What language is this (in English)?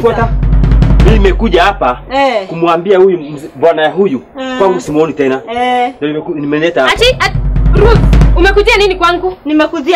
Swahili